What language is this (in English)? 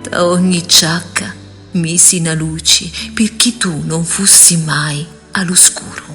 Sicilian